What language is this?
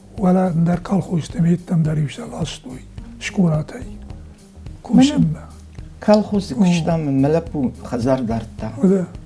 Ossetic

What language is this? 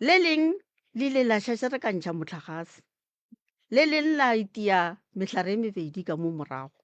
Northern Sotho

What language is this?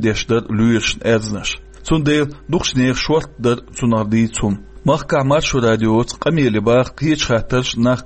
Chechen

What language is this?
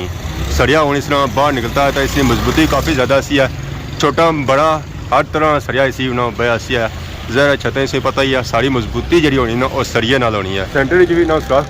Pahari-Potwari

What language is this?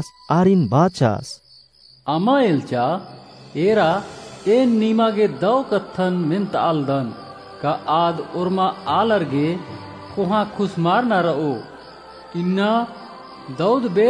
Kurukh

